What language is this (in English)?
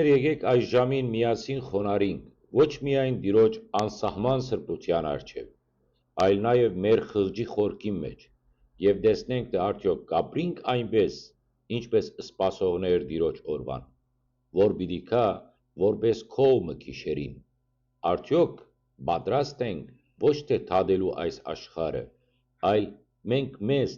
Western Armenian